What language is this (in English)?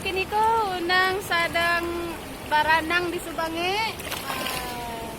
Minangkabau